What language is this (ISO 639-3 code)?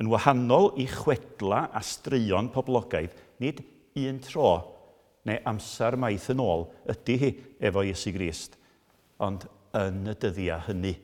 cym